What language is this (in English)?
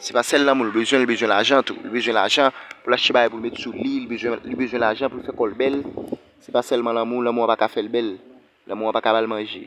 Haitian Creole